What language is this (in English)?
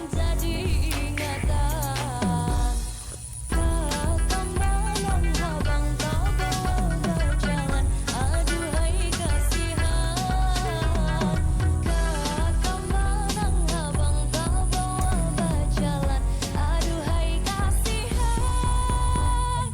Banjar